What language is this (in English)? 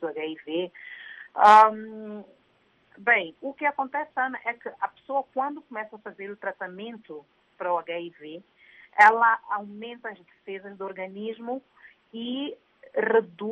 Portuguese